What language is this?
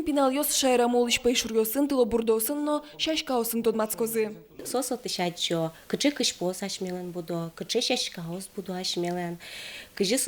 Udmurt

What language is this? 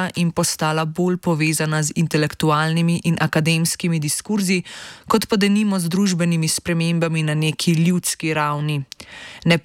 Slovenian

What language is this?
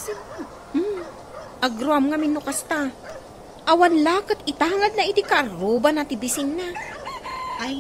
Iloko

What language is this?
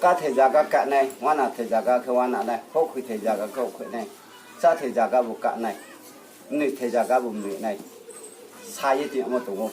Riang (India)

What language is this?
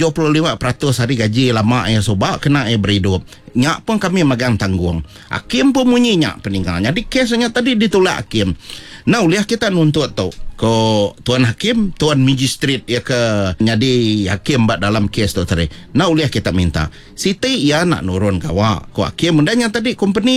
Iban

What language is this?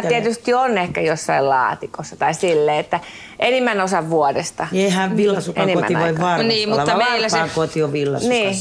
Finnish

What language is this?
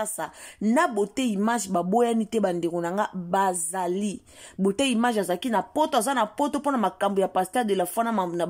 Lingala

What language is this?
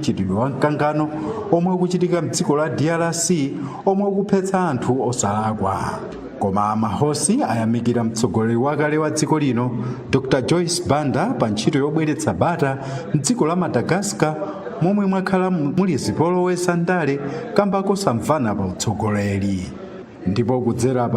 Nyanja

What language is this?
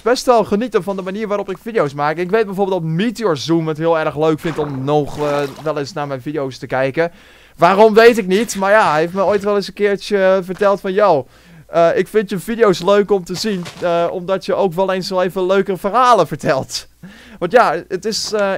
Dutch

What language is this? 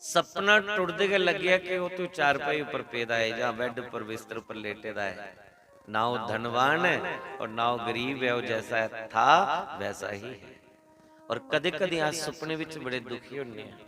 Dogri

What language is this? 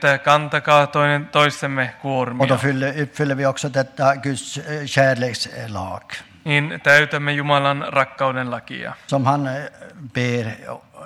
Swedish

